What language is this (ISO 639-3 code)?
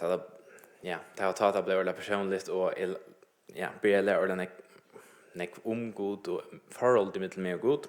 fao